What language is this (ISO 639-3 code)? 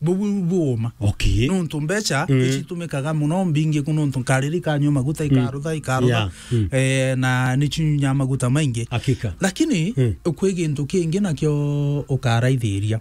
mer